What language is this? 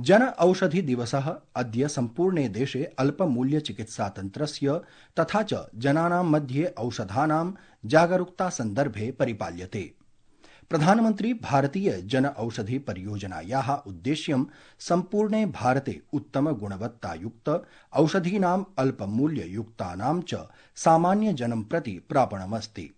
Sanskrit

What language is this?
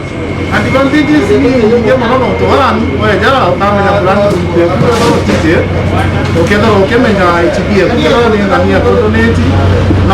Meru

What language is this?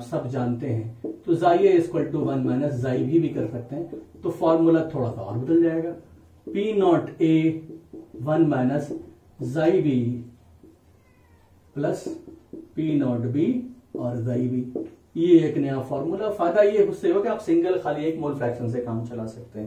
Hindi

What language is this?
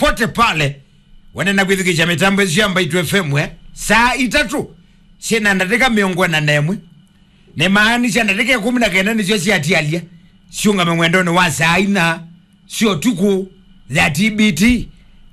Kamba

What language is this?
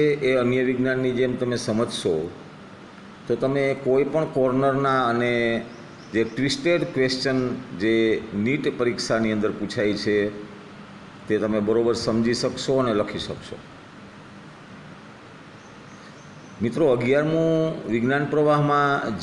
Gujarati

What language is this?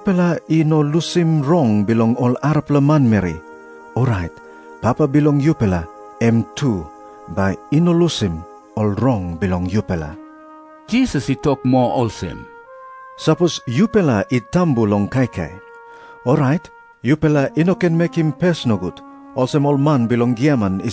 Tok Pisin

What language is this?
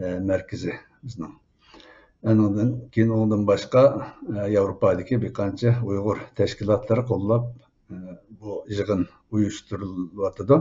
Uyghur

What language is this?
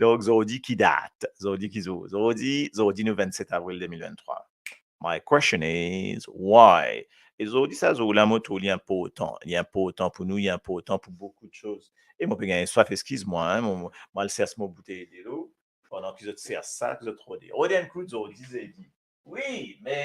Morisyen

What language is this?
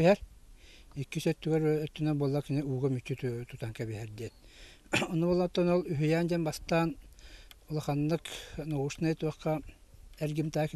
Yakut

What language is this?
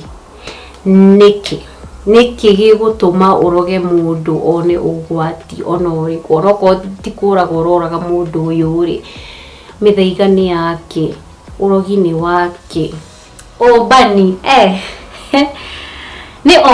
Kikuyu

